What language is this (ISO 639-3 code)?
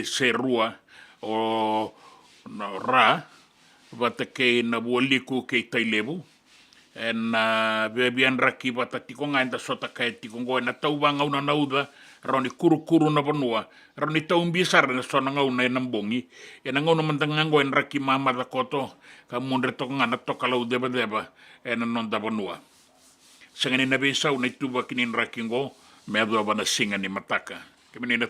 fij